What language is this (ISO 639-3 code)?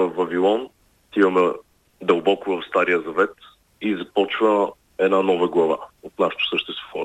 bul